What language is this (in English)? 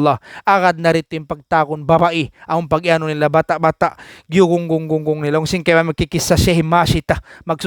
Tausug